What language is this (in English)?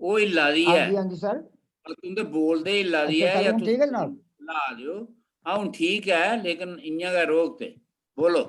Dogri